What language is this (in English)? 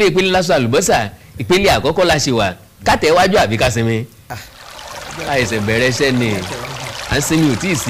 Yoruba